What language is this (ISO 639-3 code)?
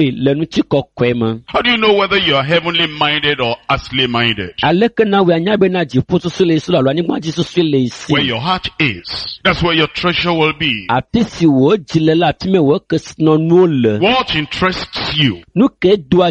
ewe